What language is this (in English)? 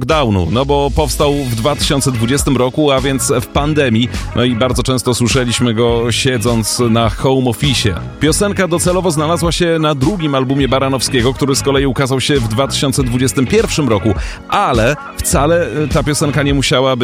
Polish